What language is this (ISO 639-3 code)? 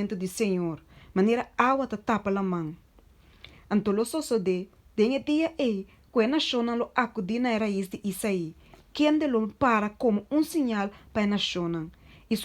pap